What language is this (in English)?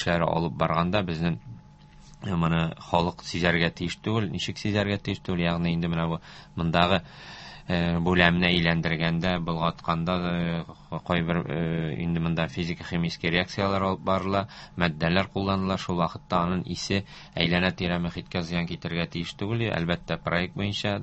Tatar